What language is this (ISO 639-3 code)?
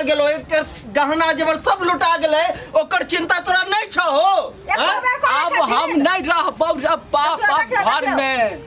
mai